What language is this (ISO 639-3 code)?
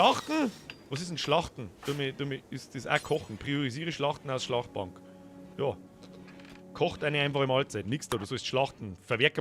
bar